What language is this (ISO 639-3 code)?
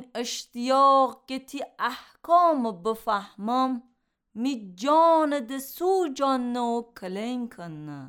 glk